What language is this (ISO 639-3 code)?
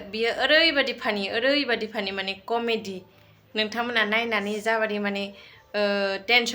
brx